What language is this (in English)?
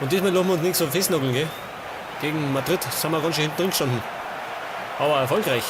Bavarian